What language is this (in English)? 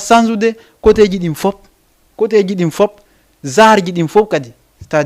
Fula